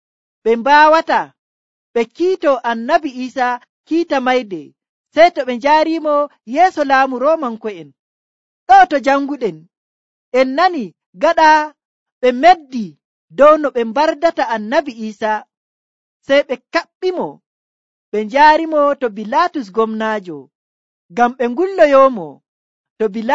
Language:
Nigerian Fulfulde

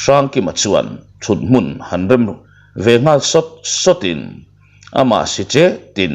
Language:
Mizo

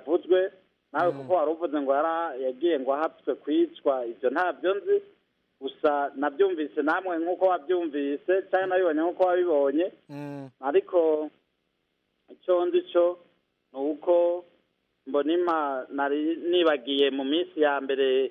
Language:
Kinyarwanda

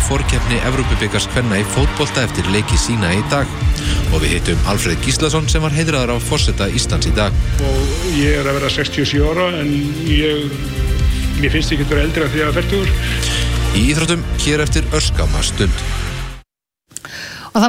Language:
Icelandic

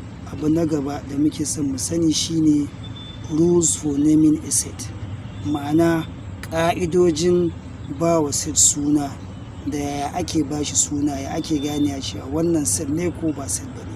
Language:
Hausa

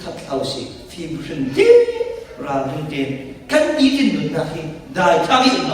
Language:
Falam Chin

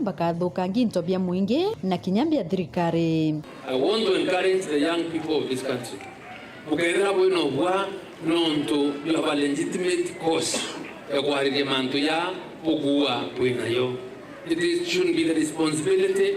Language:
Meru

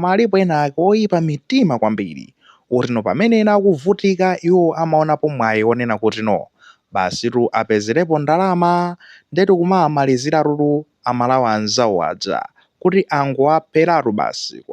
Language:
Nyanja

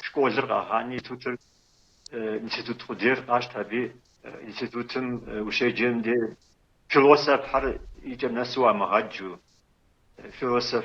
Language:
Kabardian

